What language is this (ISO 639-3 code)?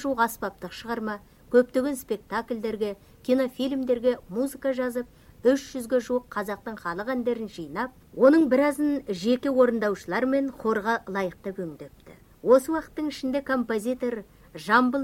kaz